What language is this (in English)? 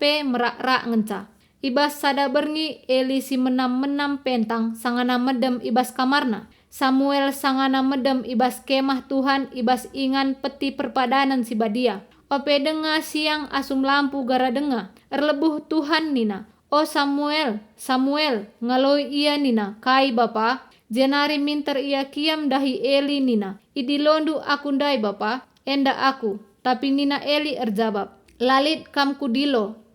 Batak Karo